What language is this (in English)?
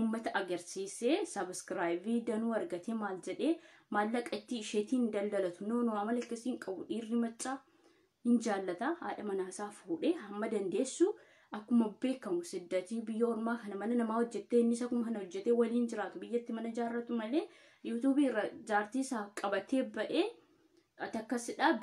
Oromo